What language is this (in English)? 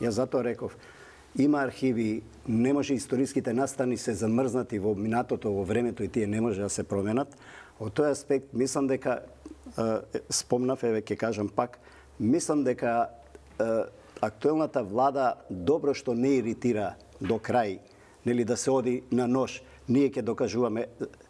Macedonian